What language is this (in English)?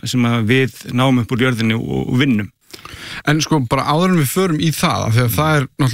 Icelandic